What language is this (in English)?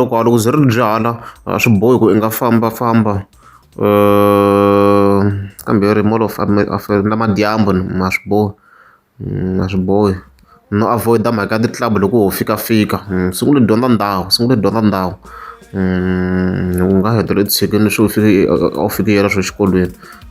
Tsonga